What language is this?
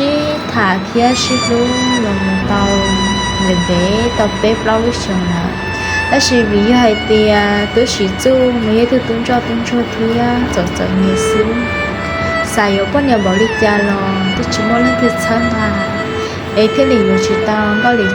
Hmong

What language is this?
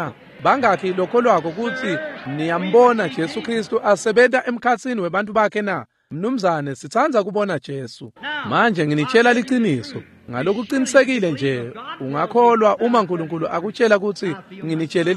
Swati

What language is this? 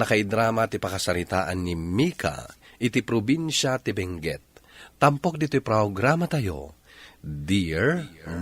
Iloko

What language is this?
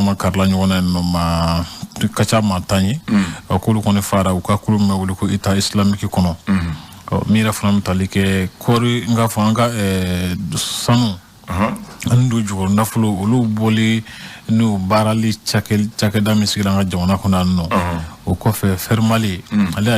Bambara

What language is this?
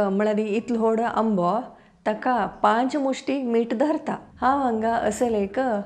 Konkani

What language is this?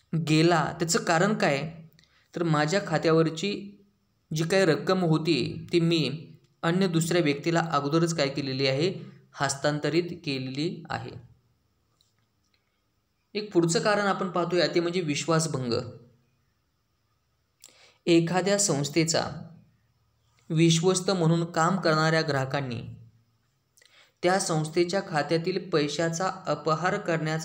Marathi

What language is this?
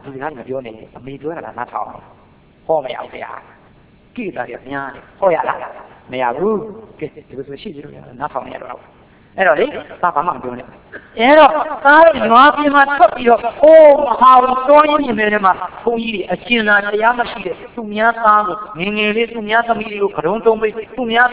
Burmese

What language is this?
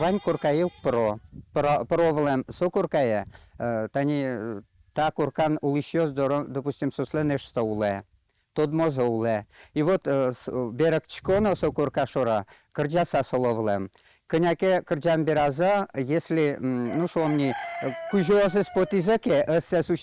Udmurt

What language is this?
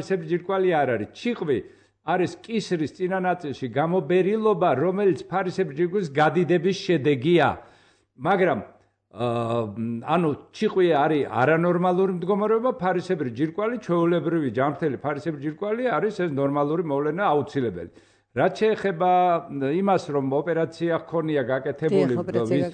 Georgian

